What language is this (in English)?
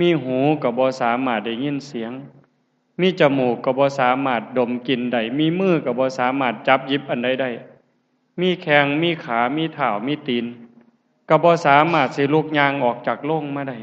Lao